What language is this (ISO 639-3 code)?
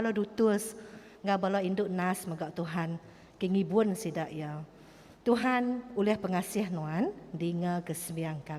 iba